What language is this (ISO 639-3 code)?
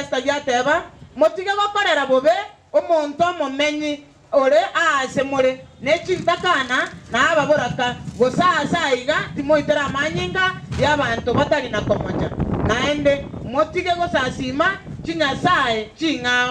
guz